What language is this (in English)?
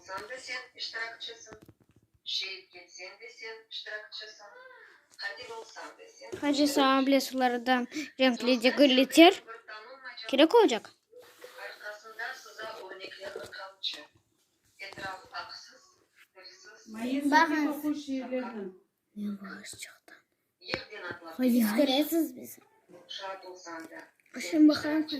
Crimean Tatar